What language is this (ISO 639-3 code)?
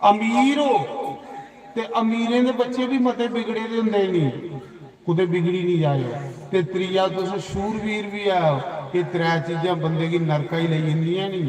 doi